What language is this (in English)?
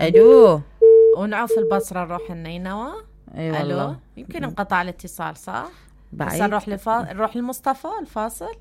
Mesopotamian Arabic